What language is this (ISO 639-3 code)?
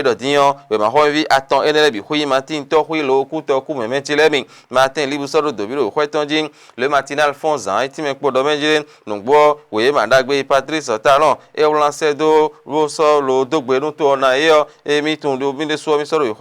fon